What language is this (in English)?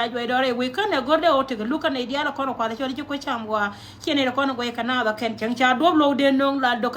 Nuer